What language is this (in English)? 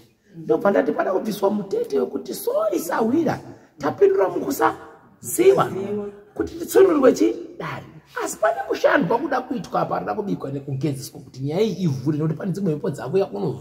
Shona